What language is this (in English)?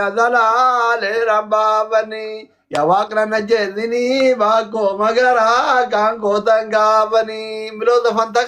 Oromo